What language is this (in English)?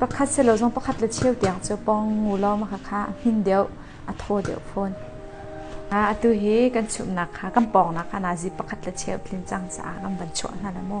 Hakha Chin